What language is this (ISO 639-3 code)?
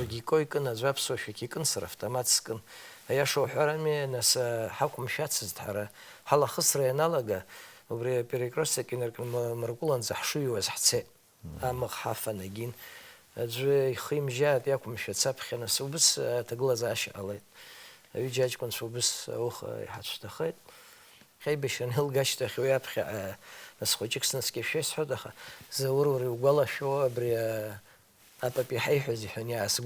abk